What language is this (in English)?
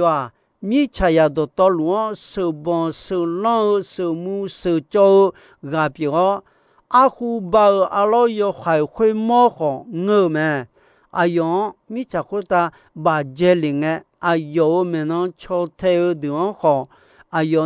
Akha